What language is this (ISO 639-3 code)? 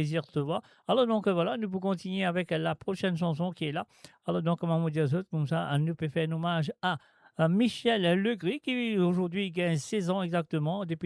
mfe